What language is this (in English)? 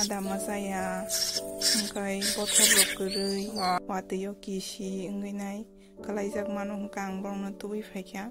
Kok Borok